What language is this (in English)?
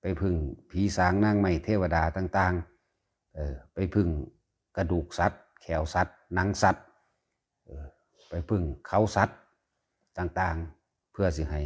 Northeastern Thai